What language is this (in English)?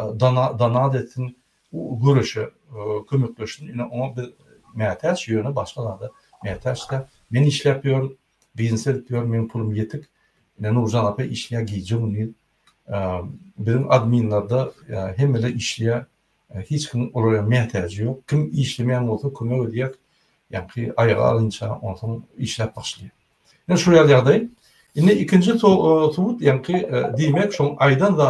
Turkmen